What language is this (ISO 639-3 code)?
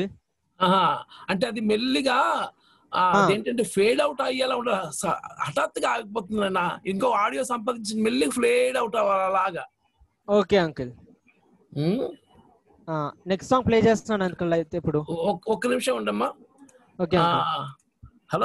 tel